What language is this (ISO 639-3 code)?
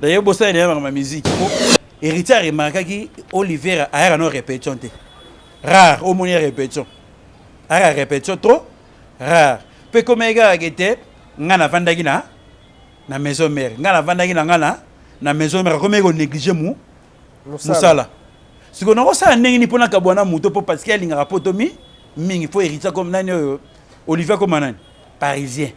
lin